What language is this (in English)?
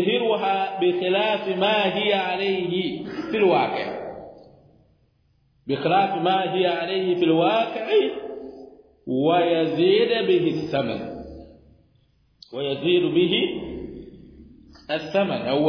Swahili